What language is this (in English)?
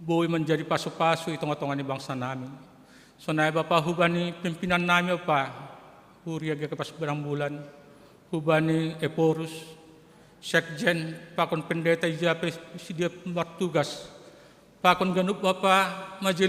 Batak Simalungun